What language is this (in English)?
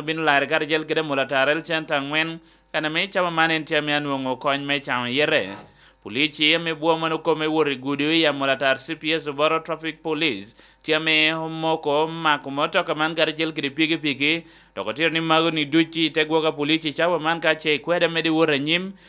Lango (Uganda)